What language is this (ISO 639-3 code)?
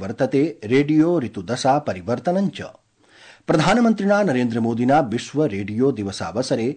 san